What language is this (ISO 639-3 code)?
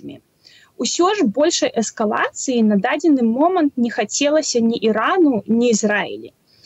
bel